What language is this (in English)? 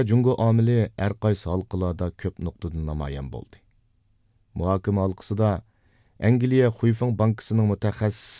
Uyghur